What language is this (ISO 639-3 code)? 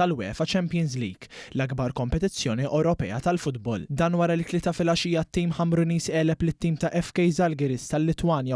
mlt